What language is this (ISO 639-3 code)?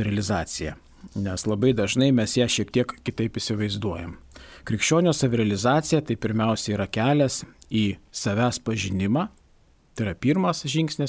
lit